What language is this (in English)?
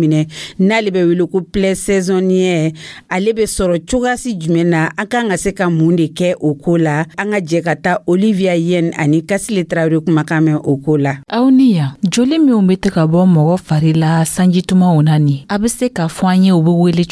Dyula